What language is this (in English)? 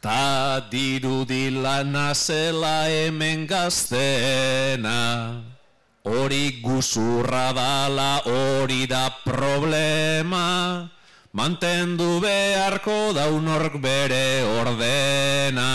Basque